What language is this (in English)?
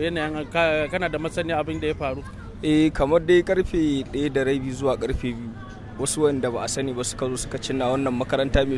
Hausa